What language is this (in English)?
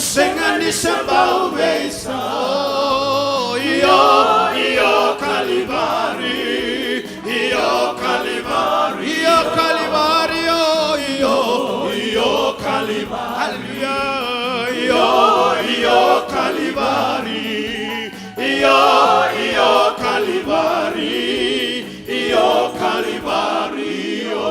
Fijian